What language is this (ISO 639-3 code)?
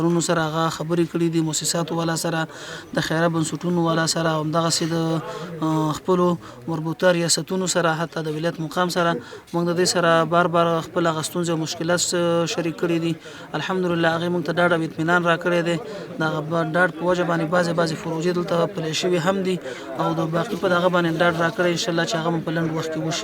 pus